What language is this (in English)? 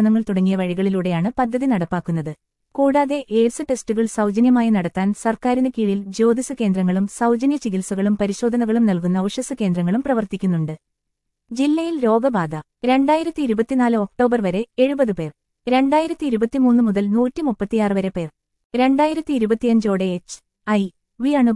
Malayalam